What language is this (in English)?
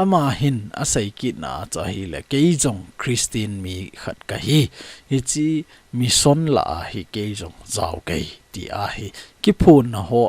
Thado Chin